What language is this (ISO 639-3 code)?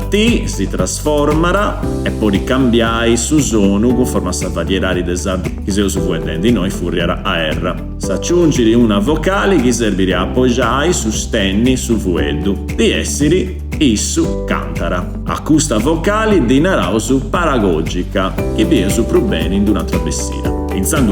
srd